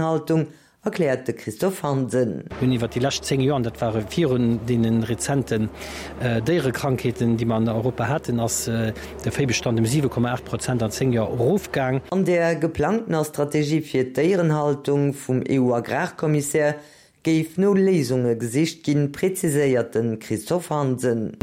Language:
Luxembourgish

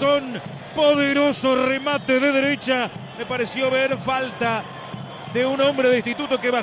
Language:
Spanish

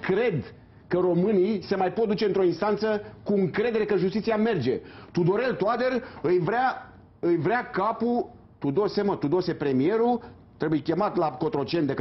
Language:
Romanian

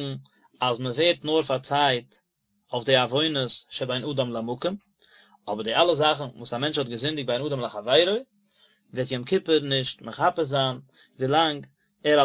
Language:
Yiddish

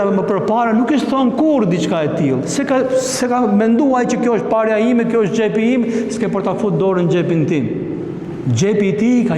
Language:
Albanian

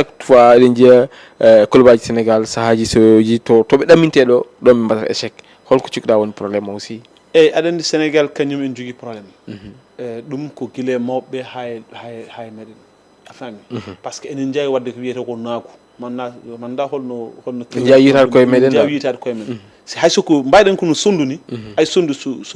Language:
Fula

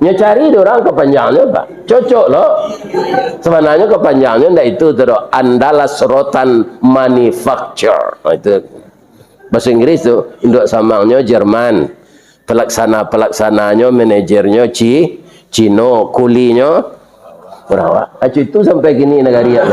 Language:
Minangkabau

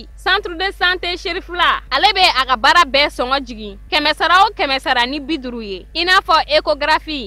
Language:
Bambara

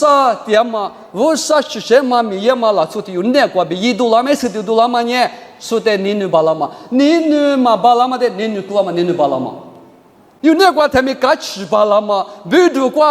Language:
Lisu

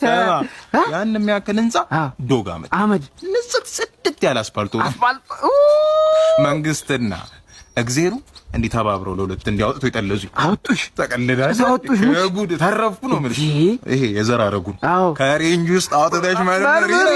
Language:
Amharic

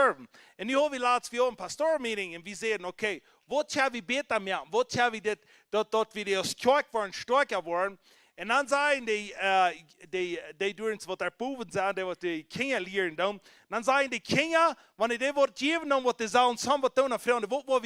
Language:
Plautdietsch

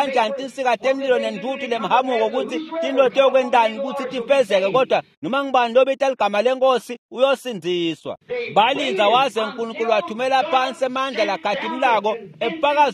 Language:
Swati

